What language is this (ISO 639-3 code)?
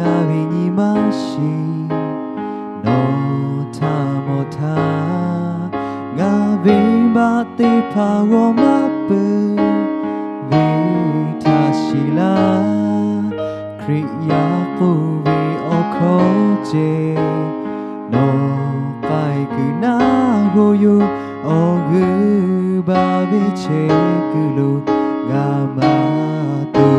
lhu